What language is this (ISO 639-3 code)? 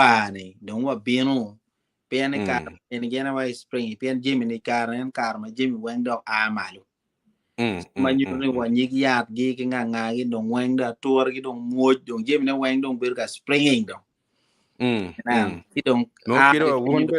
ach